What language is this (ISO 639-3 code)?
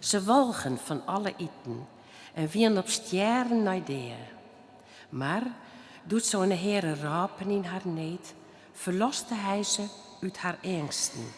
fry